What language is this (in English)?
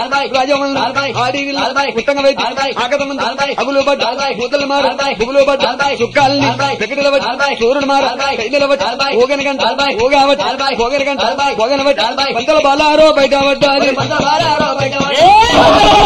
Telugu